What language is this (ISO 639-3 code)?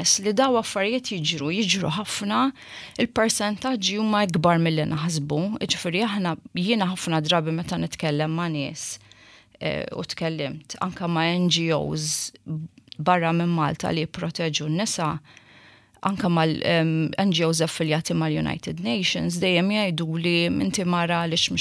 mlt